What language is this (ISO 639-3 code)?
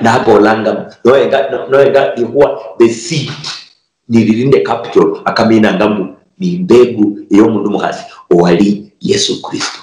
luy